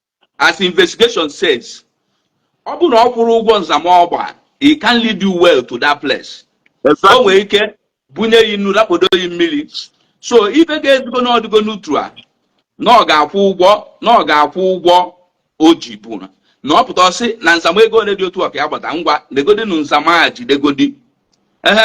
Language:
Igbo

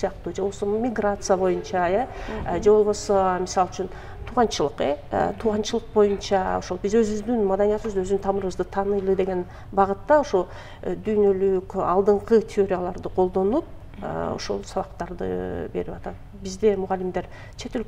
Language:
Kyrgyz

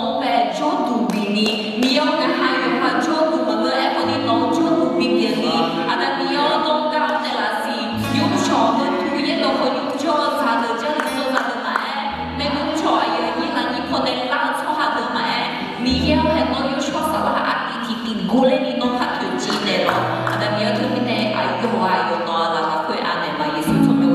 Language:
Akha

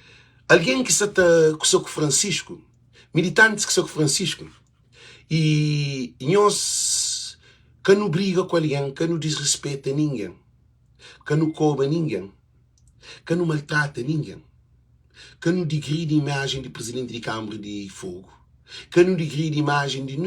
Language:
Kabuverdianu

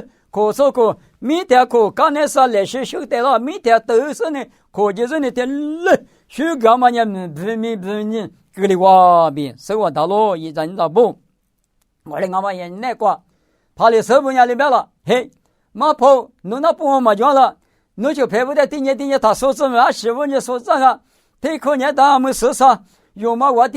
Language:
Lisu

